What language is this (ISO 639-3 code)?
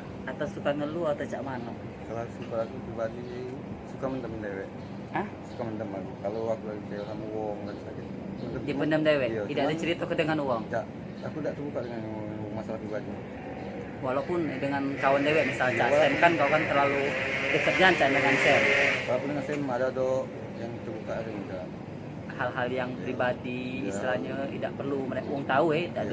mui